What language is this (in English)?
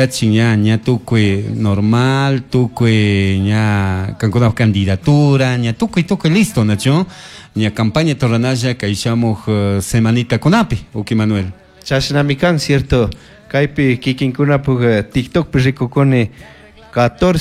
Chimborazo Highland Quichua